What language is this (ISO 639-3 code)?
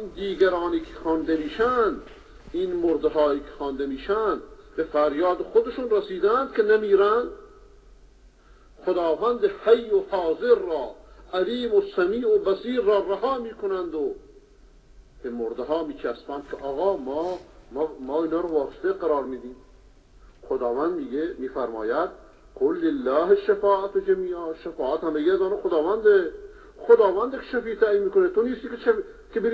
fas